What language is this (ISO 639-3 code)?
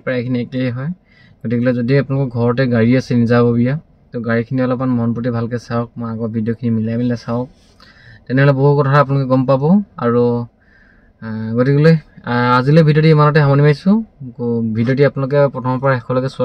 asm